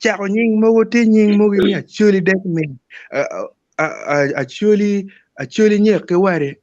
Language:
Acoli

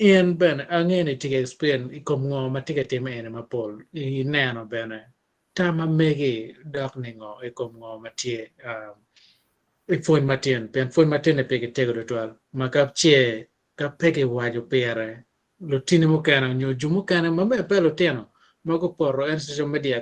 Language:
Acoli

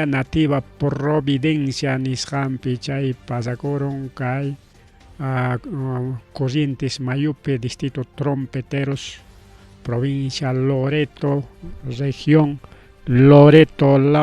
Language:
Ayacucho Quechua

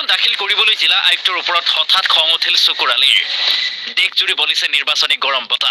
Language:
Assamese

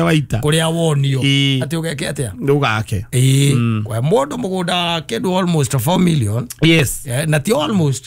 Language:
Kikuyu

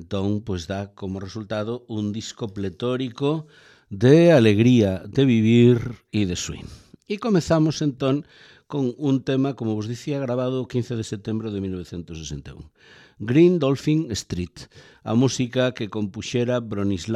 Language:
Galician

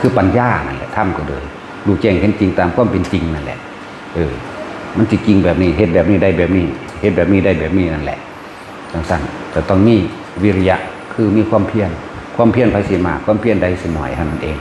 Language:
Northeastern Thai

